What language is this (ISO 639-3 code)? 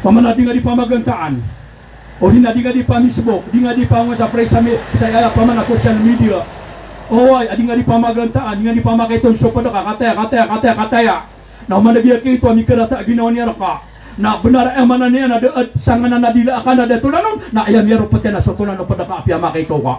mrw